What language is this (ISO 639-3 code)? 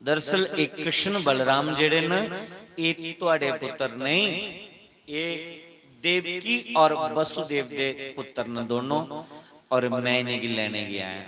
doi